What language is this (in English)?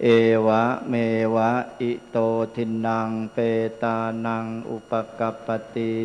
Pali